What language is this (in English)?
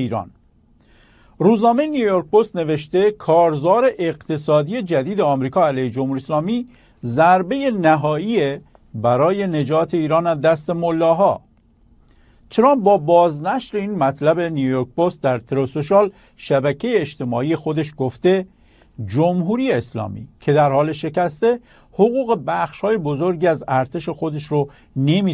Persian